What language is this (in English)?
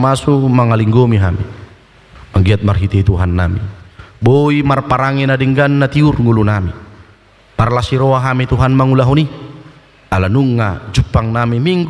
Batak Toba